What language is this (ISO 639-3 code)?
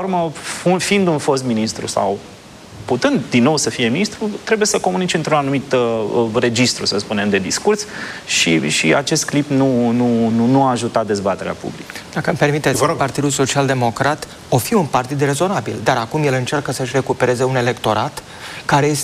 ron